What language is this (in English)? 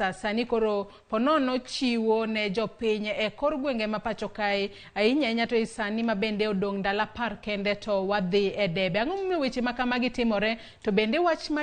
Luo (Kenya and Tanzania)